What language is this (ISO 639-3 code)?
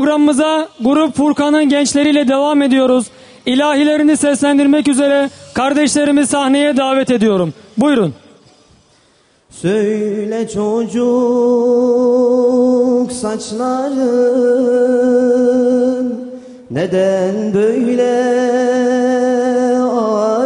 tur